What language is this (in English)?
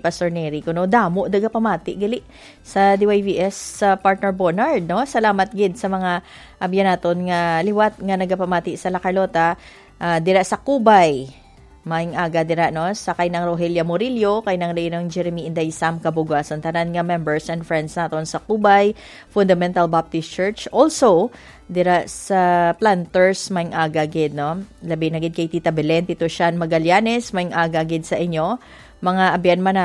Hiligaynon